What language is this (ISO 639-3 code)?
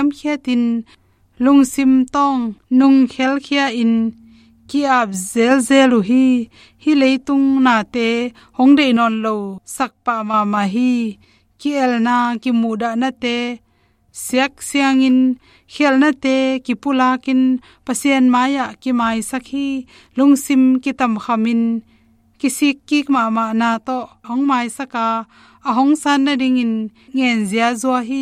ctd